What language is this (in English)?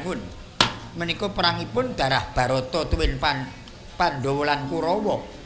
Javanese